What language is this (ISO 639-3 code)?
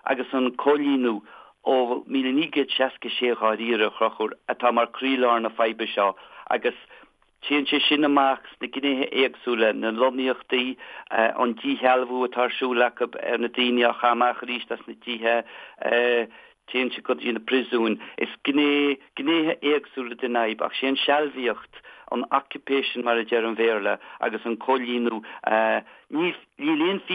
gle